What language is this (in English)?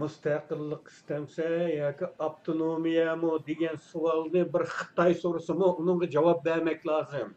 Uyghur